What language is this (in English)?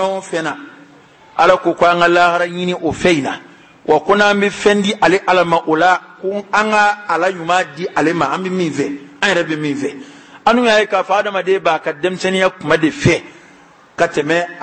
Bambara